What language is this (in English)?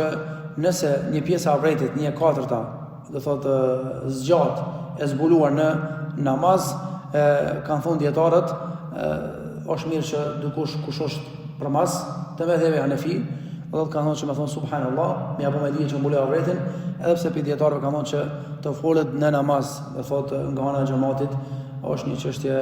Albanian